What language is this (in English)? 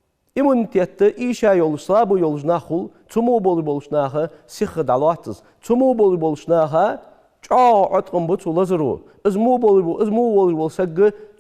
Ingush